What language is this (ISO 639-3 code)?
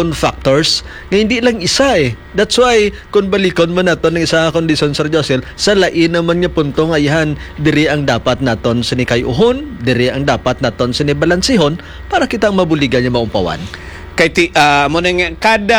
hil